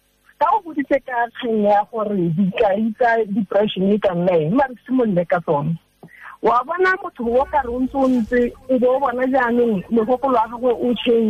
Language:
Tswana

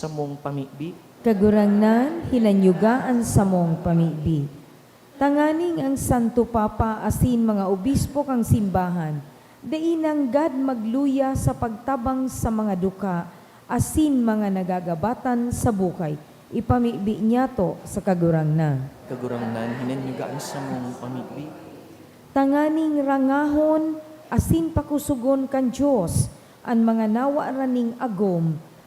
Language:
Bikol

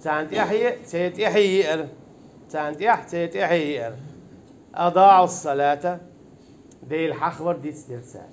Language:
Chechen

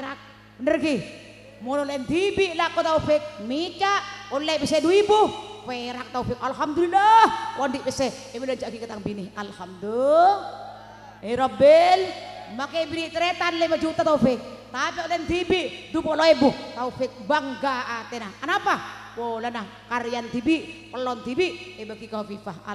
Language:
Madurese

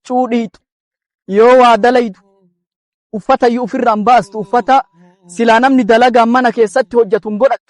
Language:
Oromo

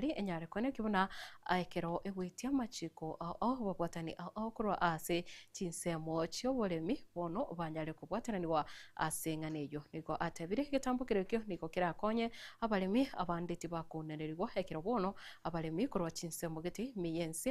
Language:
Gusii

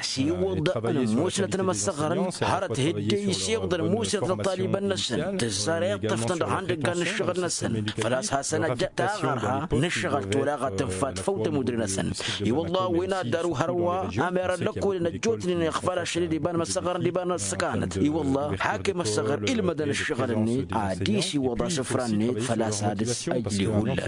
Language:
Tamasheq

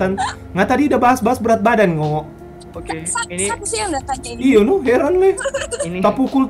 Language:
Manado Malay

